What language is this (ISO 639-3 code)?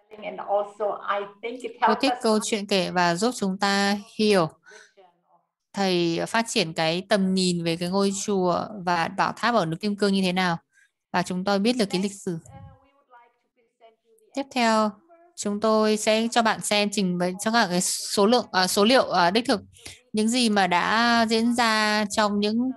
vie